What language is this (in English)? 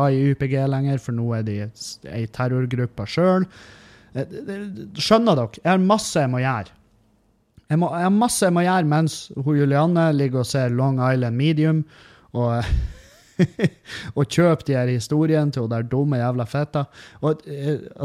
Norwegian